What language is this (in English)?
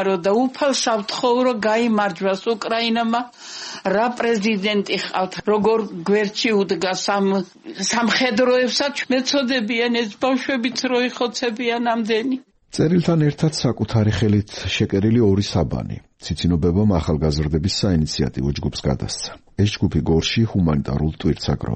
Georgian